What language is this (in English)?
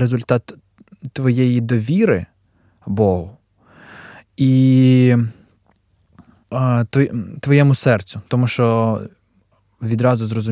Ukrainian